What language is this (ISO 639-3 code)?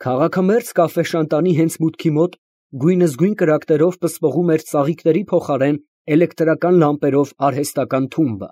hye